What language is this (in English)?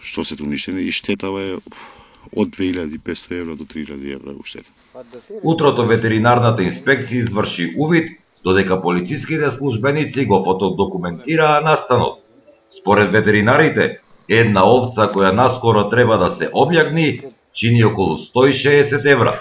Macedonian